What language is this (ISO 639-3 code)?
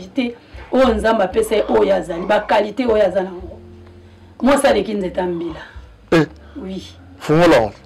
lin